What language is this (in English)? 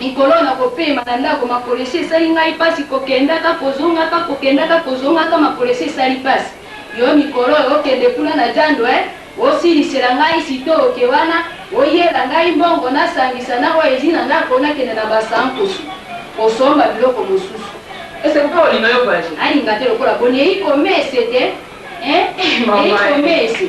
Lingala